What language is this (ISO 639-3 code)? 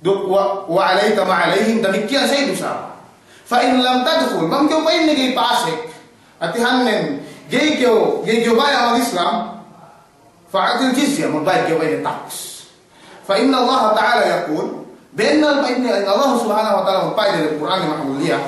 yka